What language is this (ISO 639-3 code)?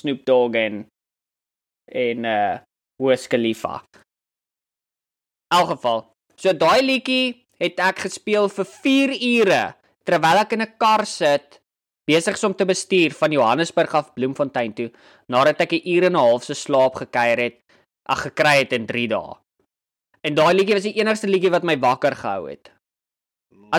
afr